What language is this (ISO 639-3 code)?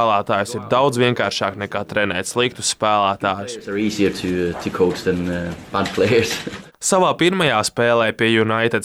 lav